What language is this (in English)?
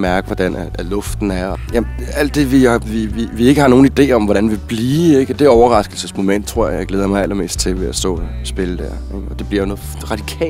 Danish